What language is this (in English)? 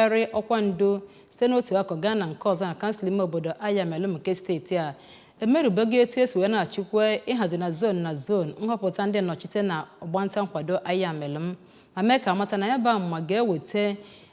Igbo